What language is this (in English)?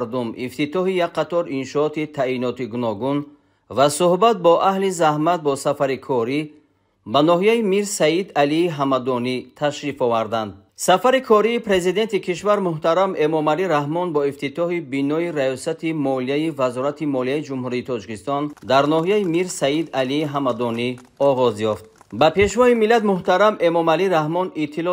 Tajik